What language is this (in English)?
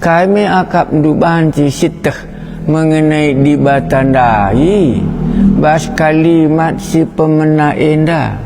Batak Karo